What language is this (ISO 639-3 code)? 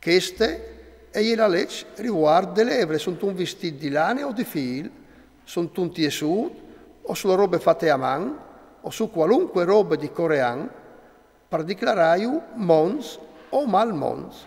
fur